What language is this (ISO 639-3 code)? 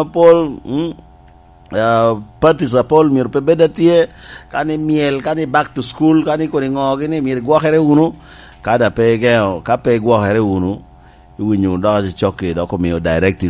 laj